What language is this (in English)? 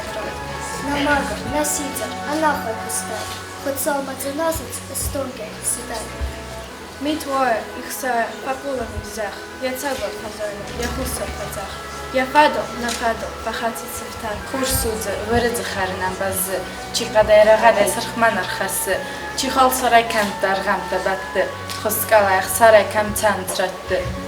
Ossetic